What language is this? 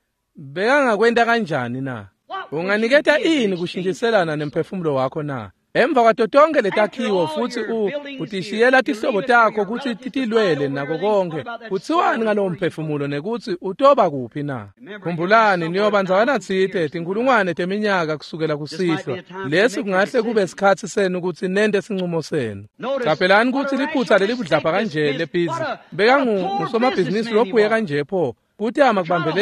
Swati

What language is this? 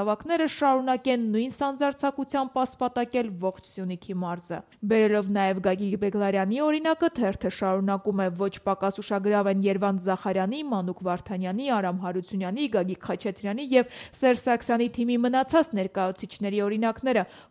Armenian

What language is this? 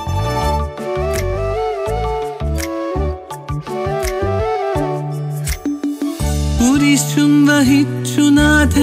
Malayalam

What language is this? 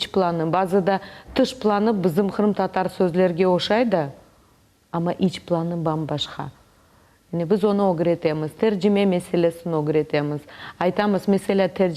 Crimean Tatar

